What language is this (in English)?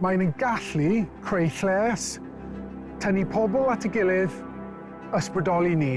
Welsh